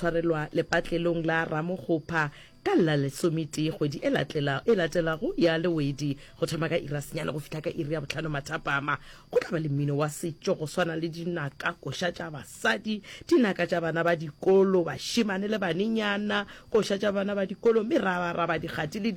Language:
Northern Sotho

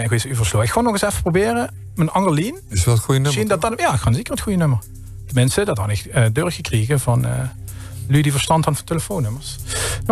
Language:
Limburgish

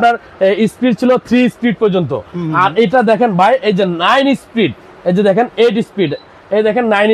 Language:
Bangla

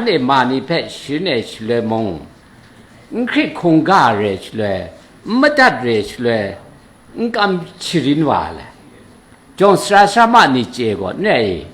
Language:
Kachin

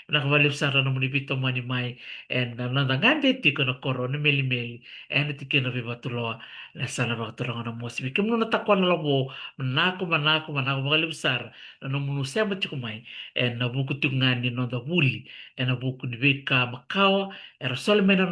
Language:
Fijian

